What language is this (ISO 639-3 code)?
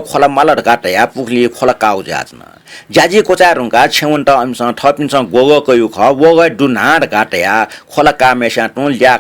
new